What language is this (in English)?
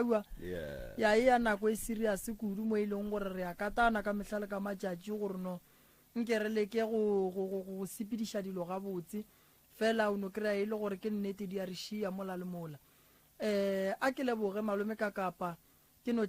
Northern Sotho